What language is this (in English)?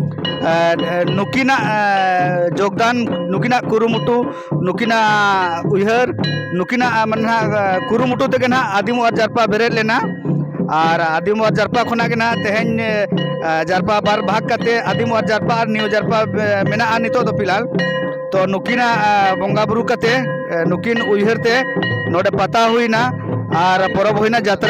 Santali